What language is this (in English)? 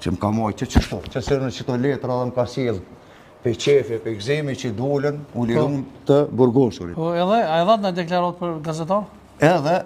Albanian